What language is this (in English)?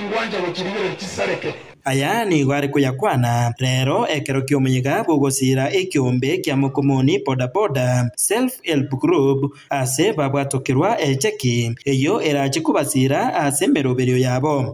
Gusii